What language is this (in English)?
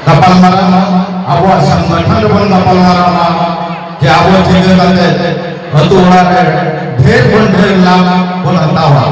Santali